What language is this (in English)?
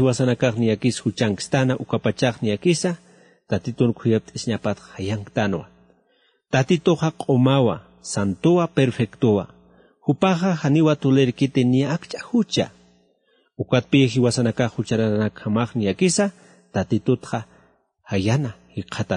Aymara